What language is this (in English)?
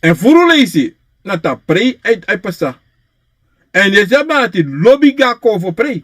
Sranan Tongo